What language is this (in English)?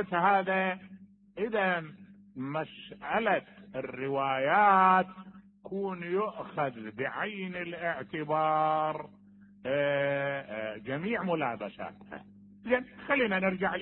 Mesopotamian Arabic